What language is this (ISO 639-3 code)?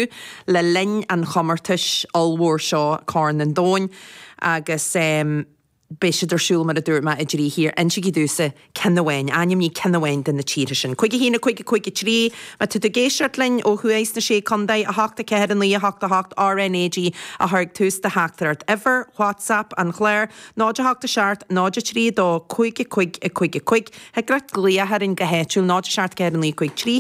gle